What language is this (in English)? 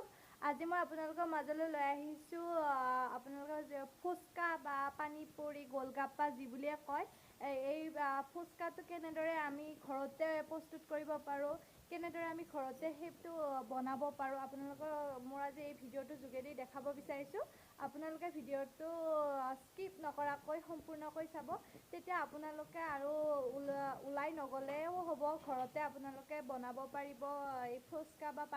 Assamese